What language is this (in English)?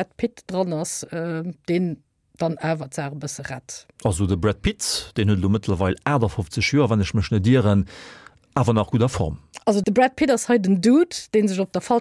Luxembourgish